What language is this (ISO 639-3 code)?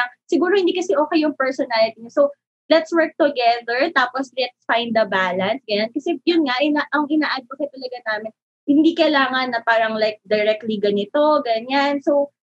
fil